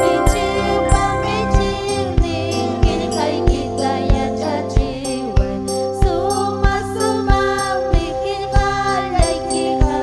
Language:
Ayacucho Quechua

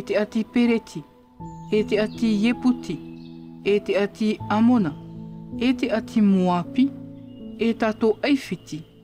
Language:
Tahitian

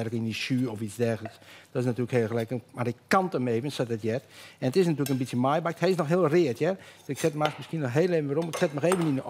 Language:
Western Frisian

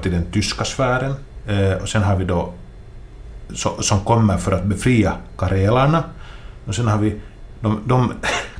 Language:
Swedish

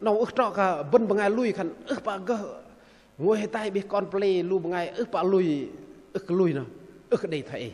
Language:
Bahnar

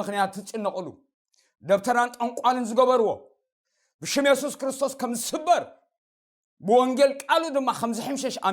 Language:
Tigrinya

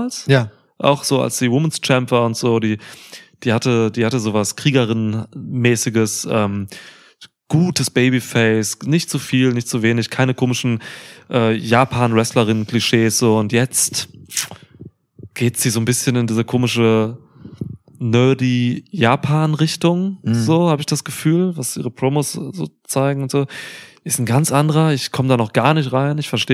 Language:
German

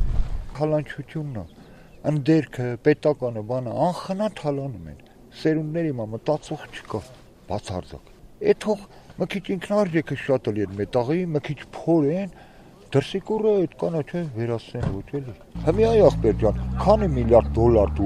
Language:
Armenian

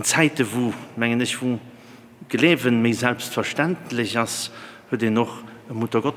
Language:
Luxembourgish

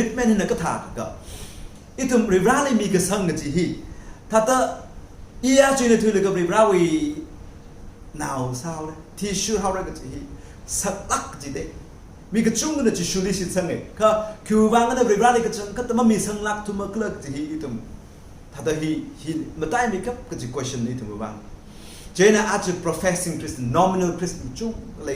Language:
Tangkhul Naga (India)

